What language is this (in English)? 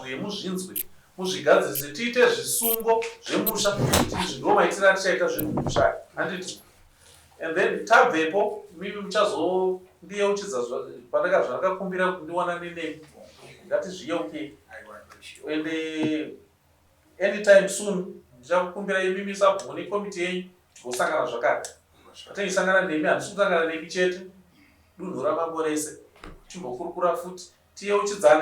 Shona